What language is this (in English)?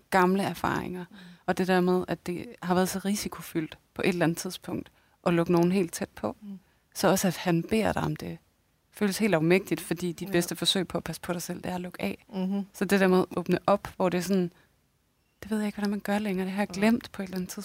Danish